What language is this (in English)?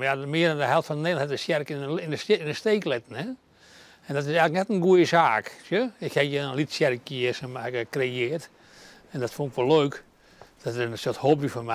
Western Frisian